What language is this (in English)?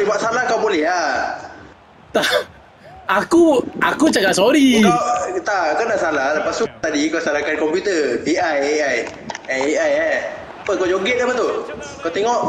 Malay